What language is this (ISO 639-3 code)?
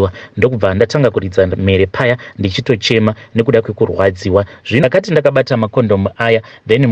sna